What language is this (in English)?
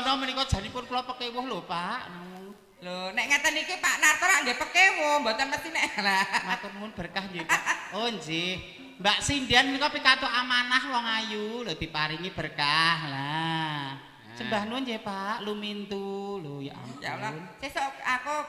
Javanese